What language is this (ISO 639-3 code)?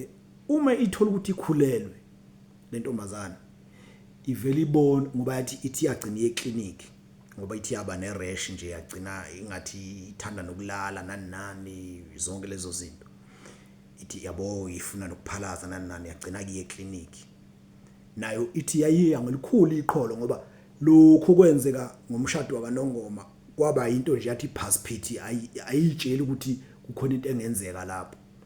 zul